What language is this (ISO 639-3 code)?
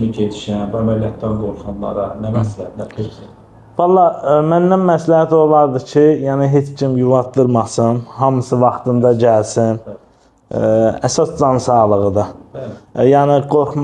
aze